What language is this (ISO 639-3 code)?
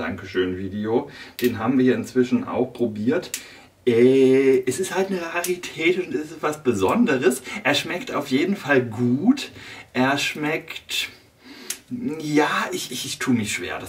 deu